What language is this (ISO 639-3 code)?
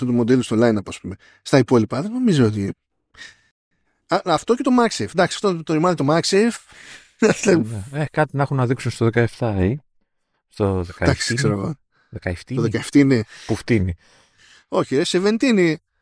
ell